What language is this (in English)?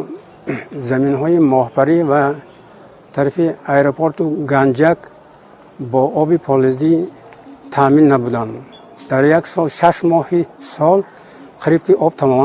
Tajik